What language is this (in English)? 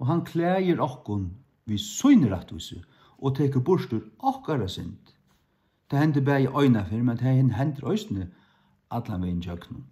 Faroese